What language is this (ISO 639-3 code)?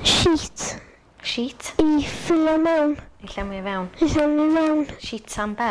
cym